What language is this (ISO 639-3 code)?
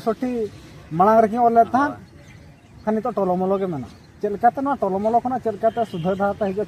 sat